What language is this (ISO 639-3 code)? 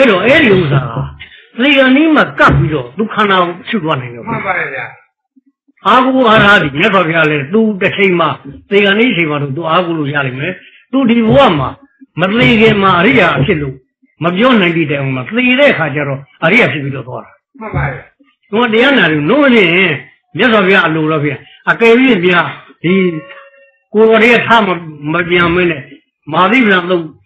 mya